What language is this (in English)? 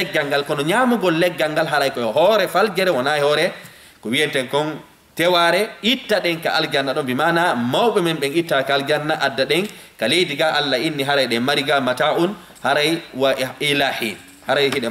Fula